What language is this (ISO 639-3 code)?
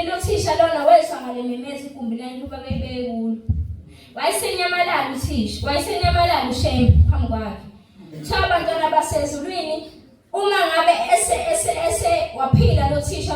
zul